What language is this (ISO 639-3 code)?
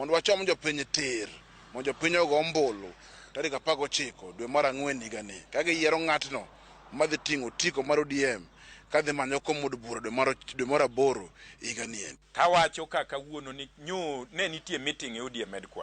luo